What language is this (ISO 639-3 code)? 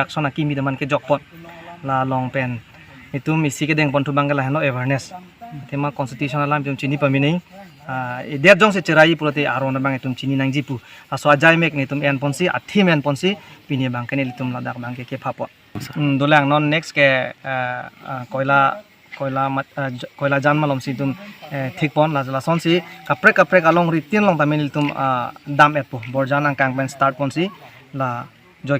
mjw